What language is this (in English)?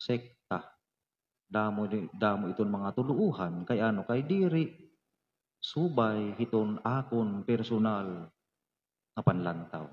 Waray